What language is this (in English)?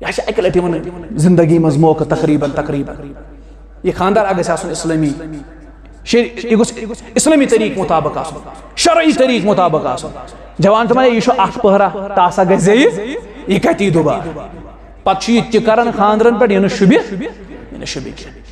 Kashmiri